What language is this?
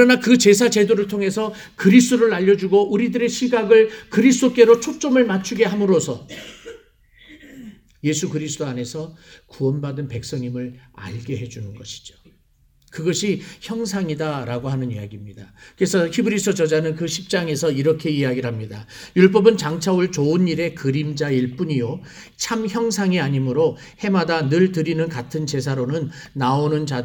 Korean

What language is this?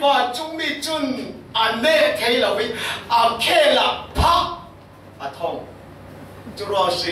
Falam Chin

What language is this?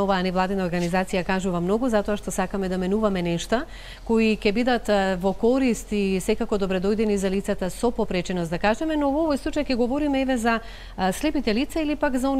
Macedonian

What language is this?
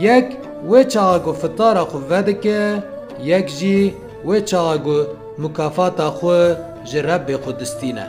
Kurdish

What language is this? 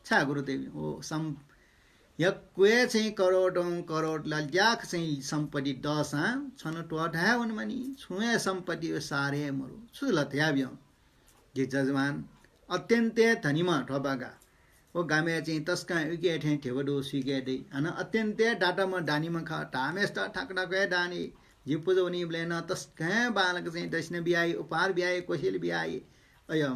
Newari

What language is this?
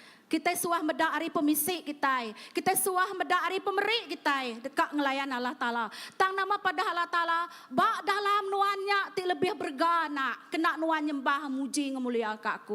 Iban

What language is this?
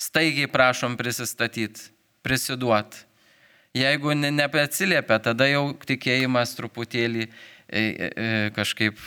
Lithuanian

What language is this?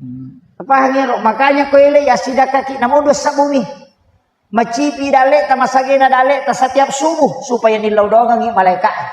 Buginese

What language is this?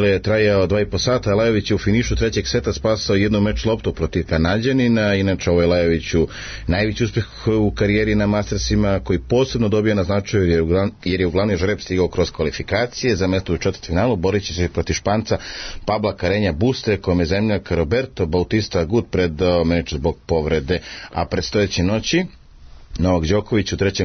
Serbian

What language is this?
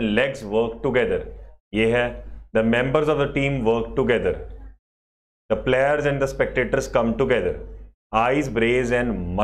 Hindi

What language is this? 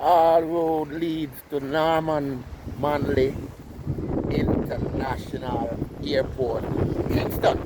Jamaican Creole English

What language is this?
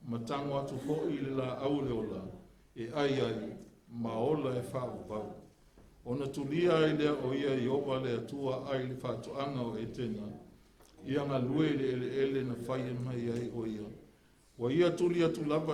Samoan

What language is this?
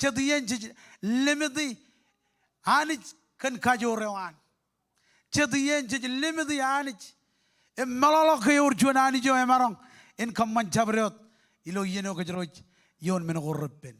Marshallese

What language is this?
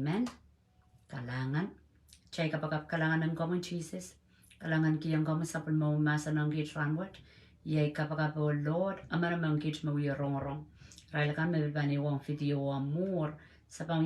Pohnpeian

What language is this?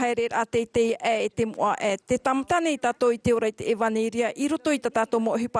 Tahitian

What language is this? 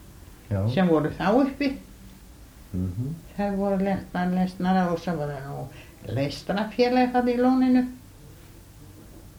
Icelandic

